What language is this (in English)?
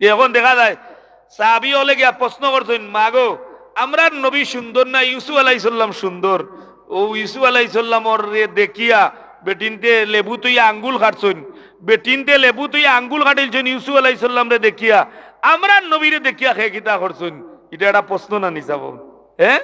Sylheti